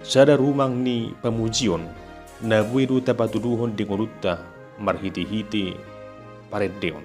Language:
Batak Toba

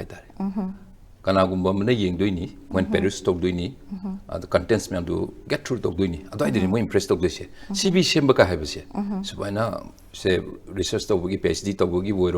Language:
Manipuri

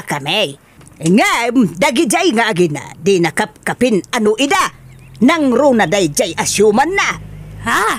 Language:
Iloko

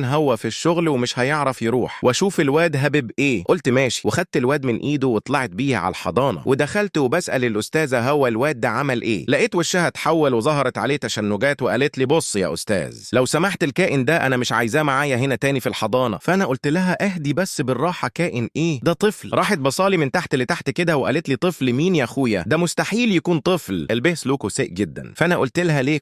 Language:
Egyptian Arabic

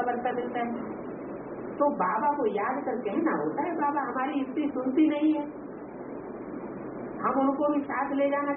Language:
Hindi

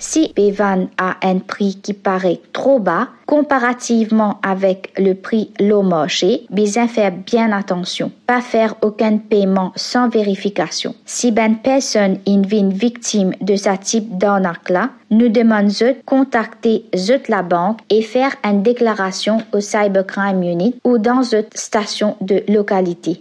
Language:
Morisyen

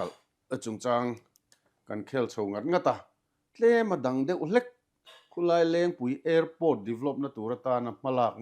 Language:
Mizo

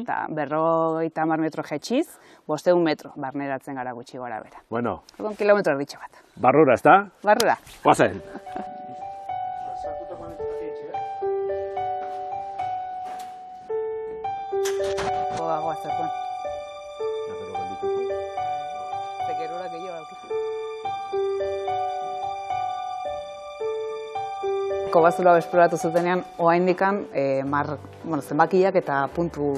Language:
Basque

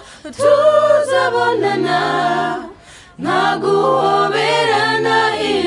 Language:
Kinyarwanda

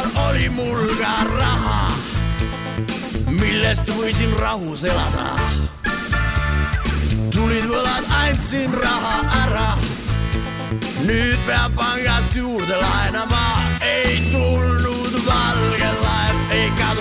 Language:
Estonian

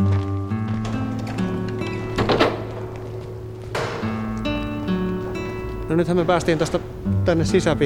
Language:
Finnish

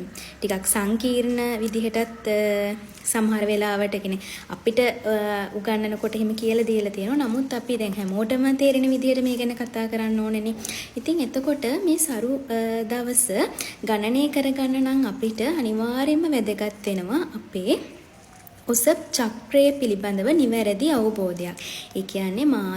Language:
Sinhala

